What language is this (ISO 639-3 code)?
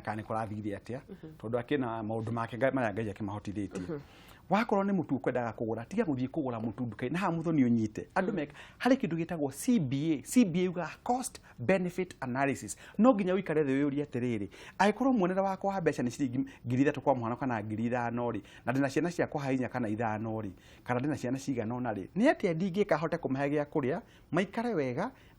kik